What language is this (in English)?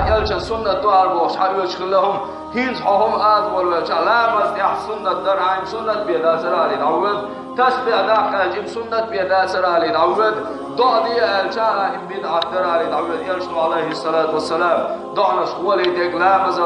Chechen